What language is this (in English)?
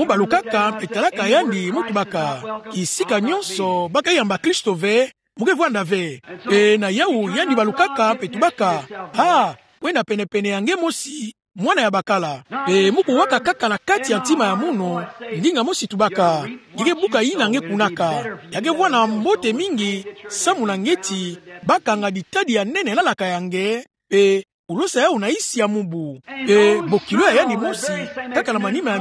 Kituba (Democratic Republic of Congo)